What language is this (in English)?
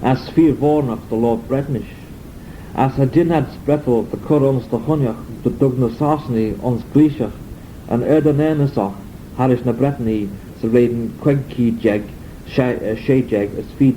Manx